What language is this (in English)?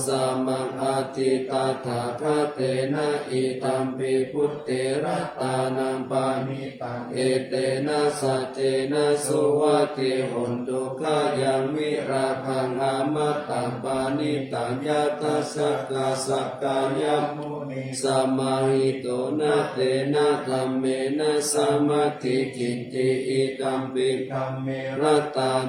Pali